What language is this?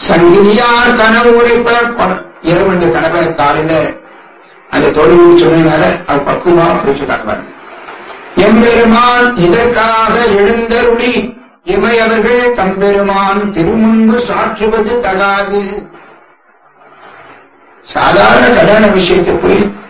Tamil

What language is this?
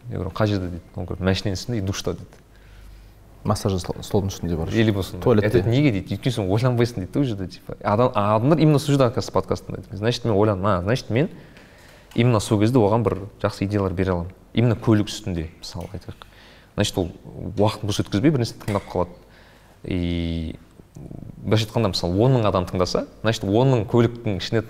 Kazakh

